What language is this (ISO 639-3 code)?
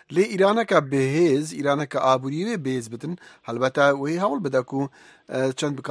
kur